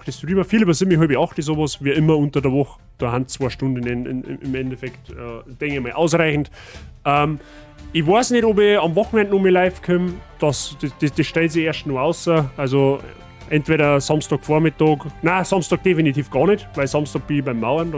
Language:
Bavarian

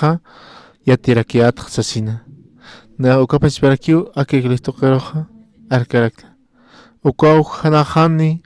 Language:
Aymara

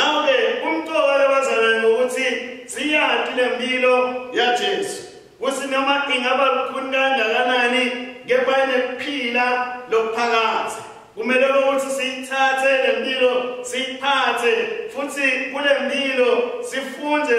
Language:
Swati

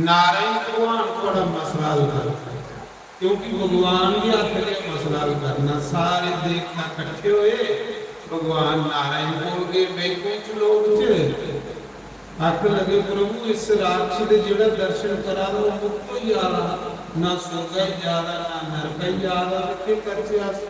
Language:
Dogri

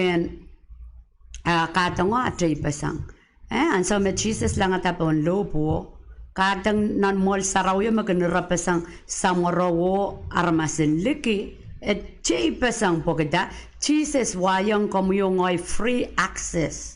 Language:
Pohnpeian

